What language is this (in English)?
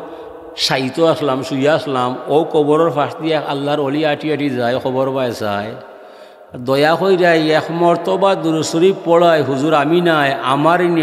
Sylheti